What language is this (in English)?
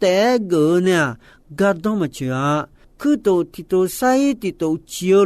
Akha